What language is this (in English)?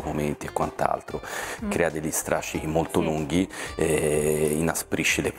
Italian